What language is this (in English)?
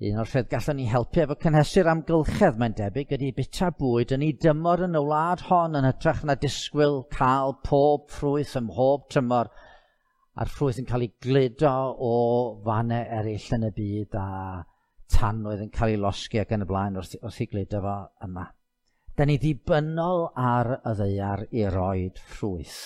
Welsh